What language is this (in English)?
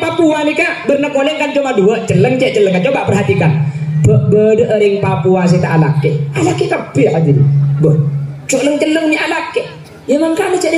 Madurese